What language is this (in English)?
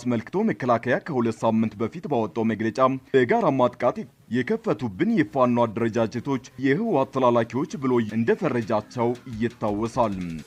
Amharic